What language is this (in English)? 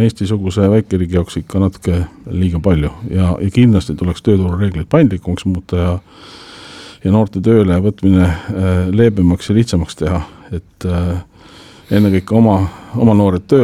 Estonian